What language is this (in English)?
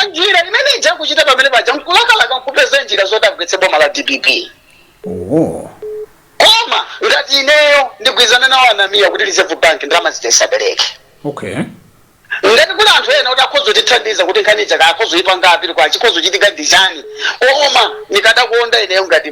Nyanja